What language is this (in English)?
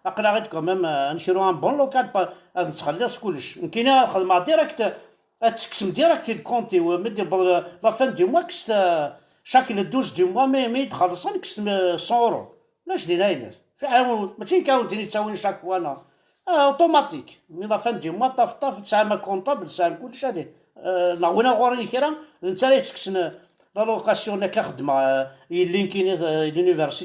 Kabyle